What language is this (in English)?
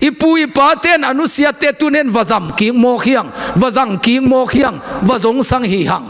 Tedim Chin